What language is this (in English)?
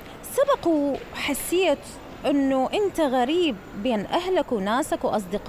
Mesopotamian Arabic